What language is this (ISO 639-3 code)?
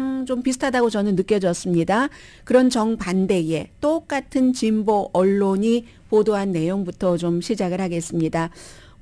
kor